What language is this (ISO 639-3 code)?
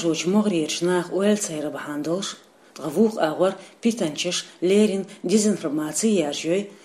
che